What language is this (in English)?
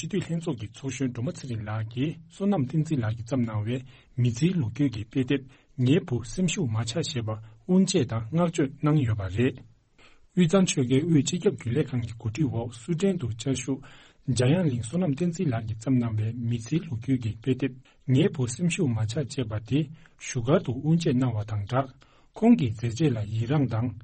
Tibetan